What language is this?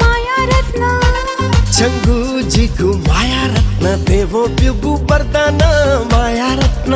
Newari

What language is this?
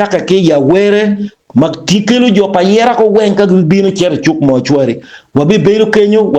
Acoli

